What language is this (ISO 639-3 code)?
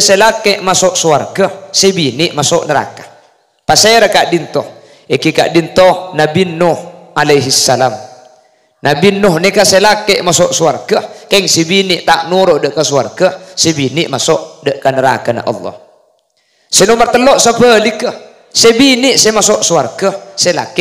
mad